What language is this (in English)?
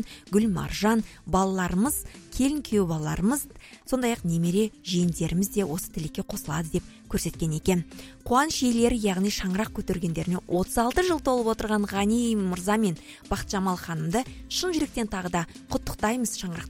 Kazakh